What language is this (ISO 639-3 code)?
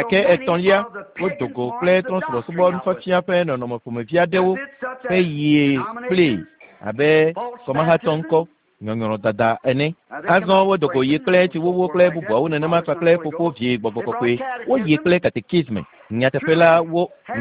ewe